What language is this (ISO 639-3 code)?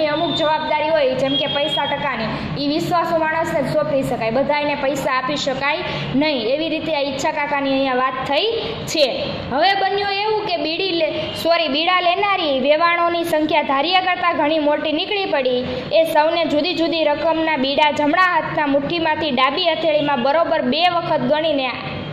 guj